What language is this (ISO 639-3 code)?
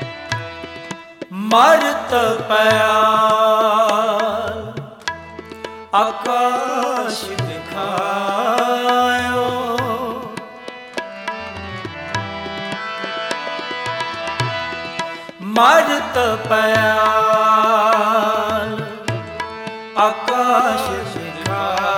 pan